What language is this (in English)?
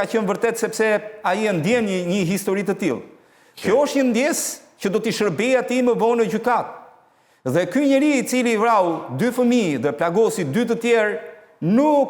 Albanian